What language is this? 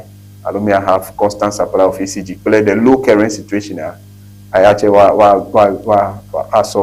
Ewe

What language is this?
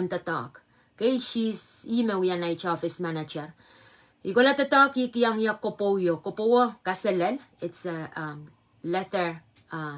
Pohnpeian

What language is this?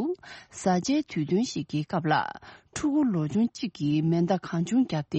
Tibetan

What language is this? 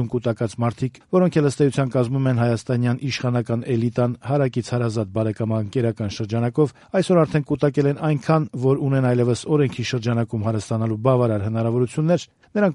Armenian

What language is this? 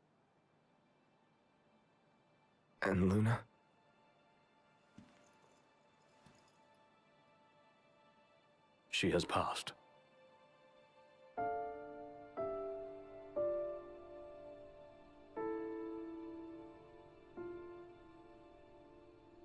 English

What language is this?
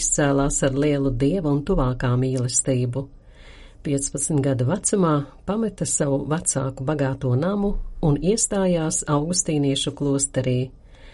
Latvian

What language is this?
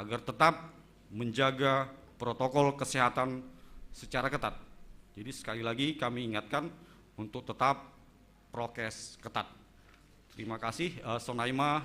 Batak Simalungun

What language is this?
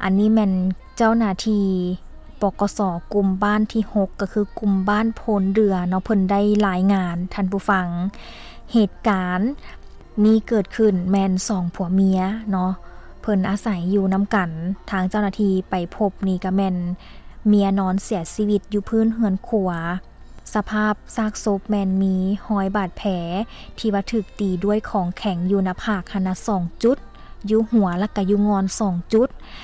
Lao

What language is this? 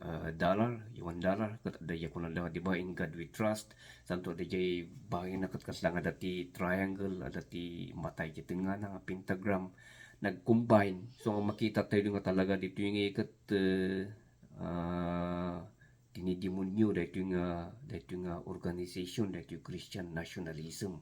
Iloko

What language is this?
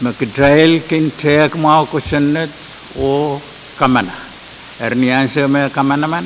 Pohnpeian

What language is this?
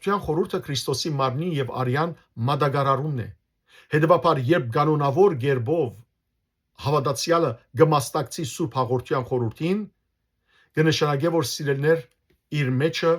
Western Armenian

